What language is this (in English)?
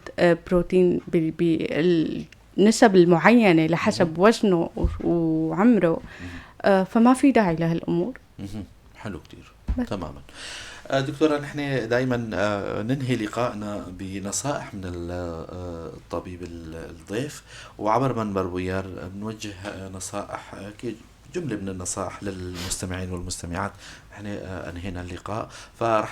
North Levantine Arabic